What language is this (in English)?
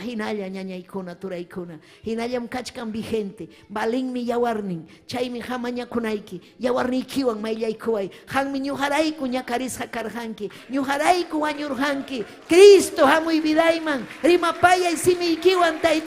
Ayacucho Quechua